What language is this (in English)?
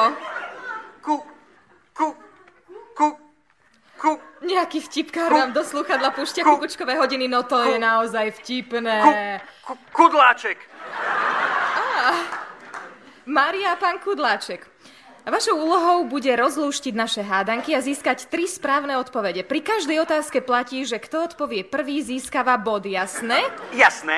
Slovak